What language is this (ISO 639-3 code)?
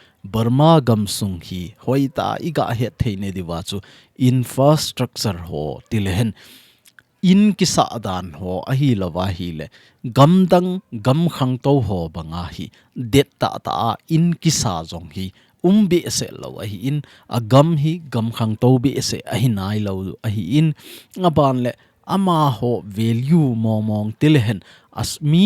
tcz